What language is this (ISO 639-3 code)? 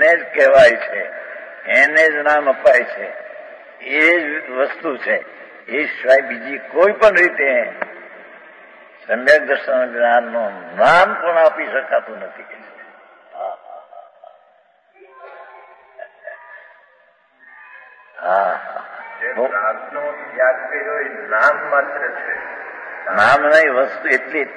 guj